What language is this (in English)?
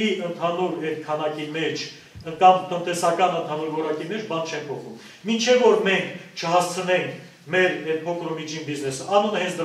Armenian